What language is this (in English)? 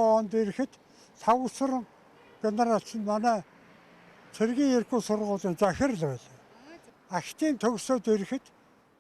Mongolian